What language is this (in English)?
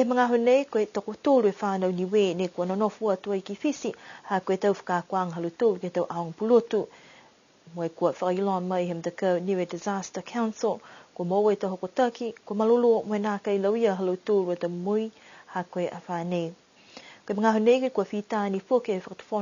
Niuean